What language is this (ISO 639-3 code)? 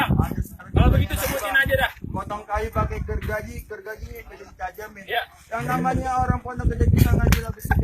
bew